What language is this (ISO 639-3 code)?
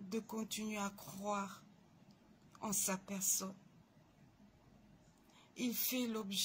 fra